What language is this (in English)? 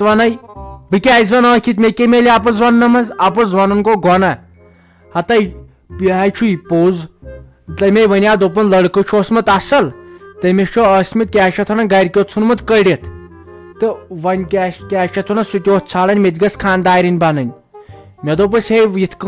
Kashmiri